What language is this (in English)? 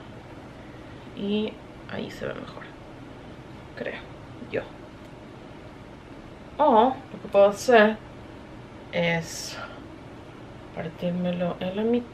Spanish